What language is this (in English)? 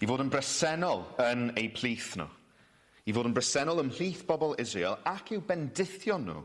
Welsh